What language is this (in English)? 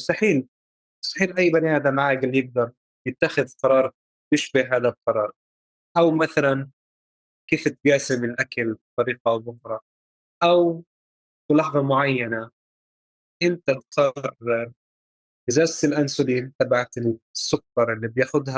North Levantine Arabic